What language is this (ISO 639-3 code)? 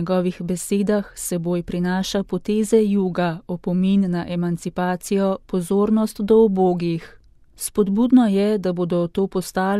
slv